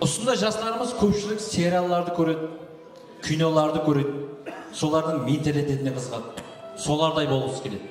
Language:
Kara-Kalpak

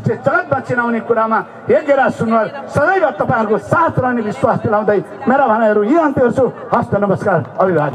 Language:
Nepali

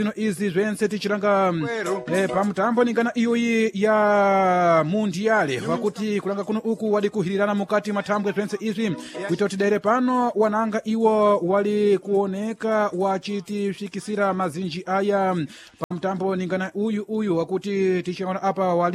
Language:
Sena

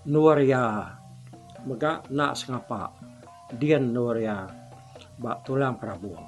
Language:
Iban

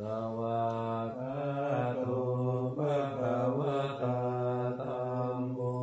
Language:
Pali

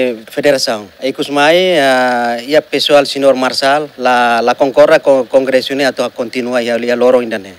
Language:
Tetum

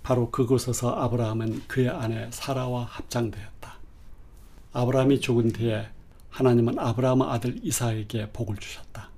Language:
Korean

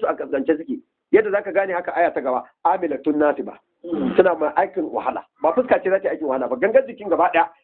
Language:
Hausa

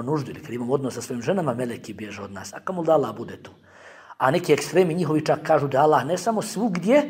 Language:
Bosnian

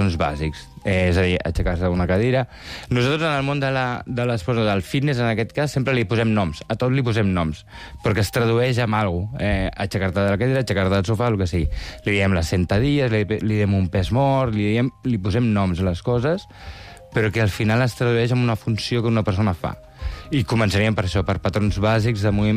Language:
Catalan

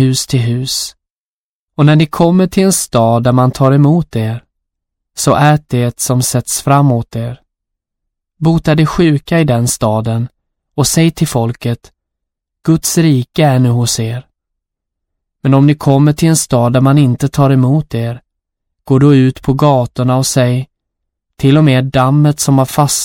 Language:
Swedish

